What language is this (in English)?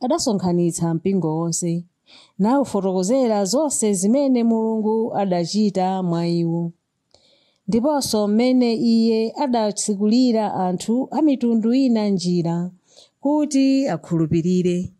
Nyanja